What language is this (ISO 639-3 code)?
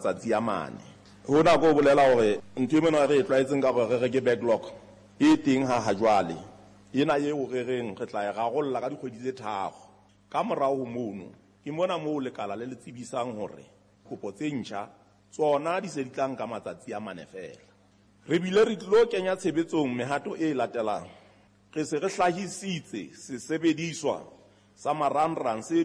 sot